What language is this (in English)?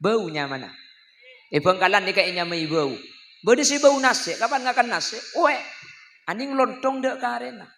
Madurese